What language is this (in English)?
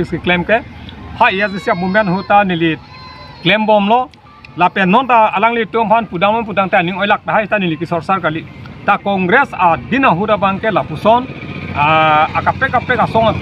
Karbi